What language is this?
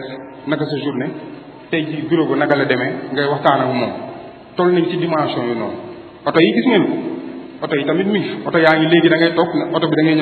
Wolof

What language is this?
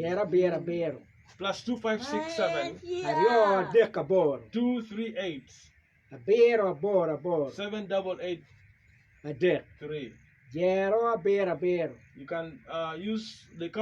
Acoli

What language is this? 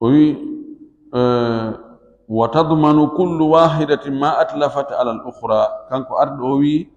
Fula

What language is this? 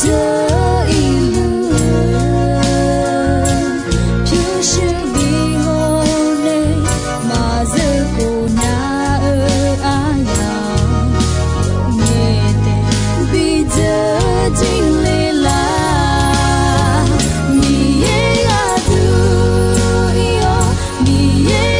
Akha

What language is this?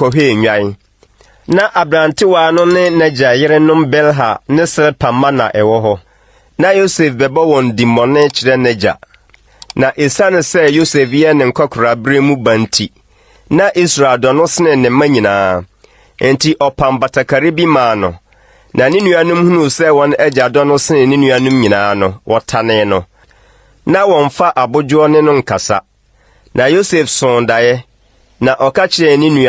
Akan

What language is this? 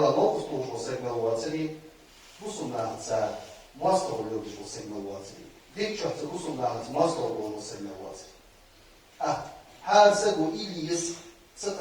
Ingush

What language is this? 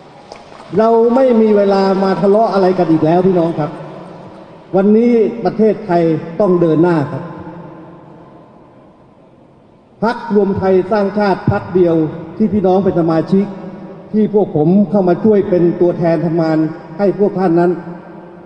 Thai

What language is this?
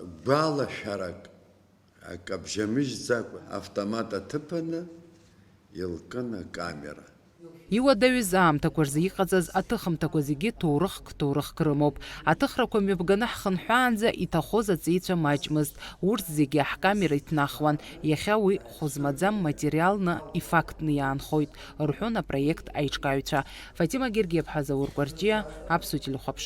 Abkhazian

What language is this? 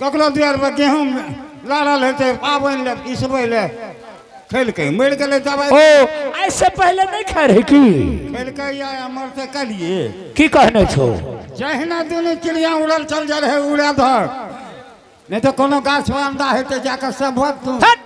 Angika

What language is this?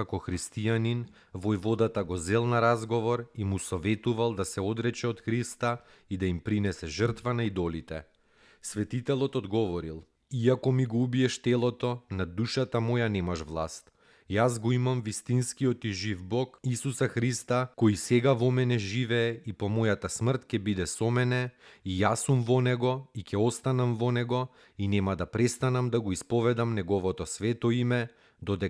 Macedonian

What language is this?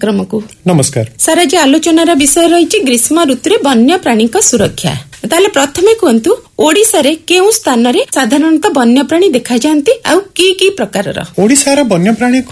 Odia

